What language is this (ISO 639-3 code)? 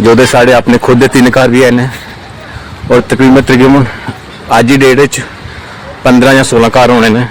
doi